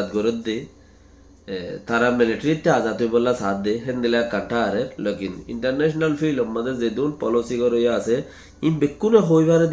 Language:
Rohingya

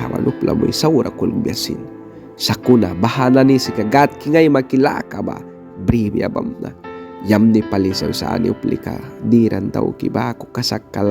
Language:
Mískito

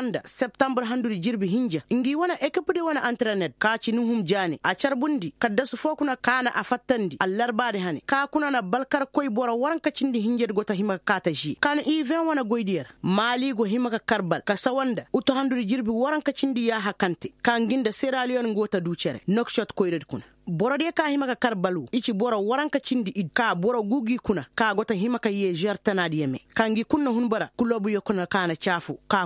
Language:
Koyraboro Senni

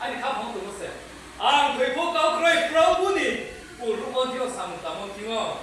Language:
Riang (India)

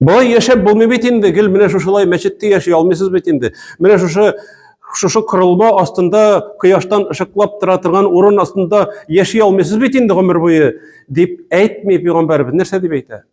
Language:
Tatar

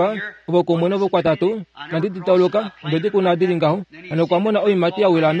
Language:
Kuanyama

